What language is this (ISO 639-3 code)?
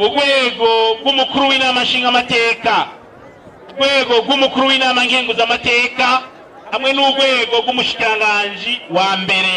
run